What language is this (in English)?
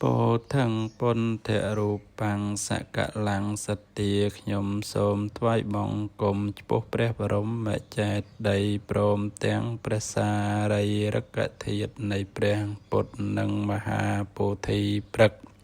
Khmer